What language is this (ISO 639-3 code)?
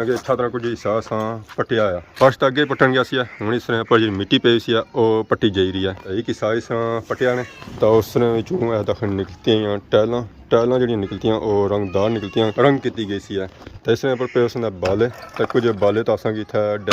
phr